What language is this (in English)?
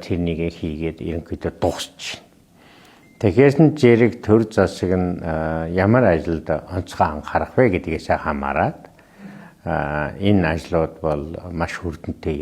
Mongolian